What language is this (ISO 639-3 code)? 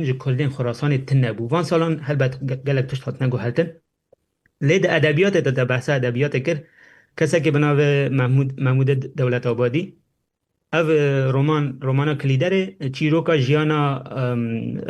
kur